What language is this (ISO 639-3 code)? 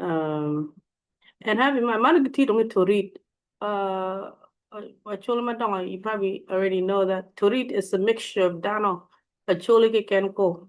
ach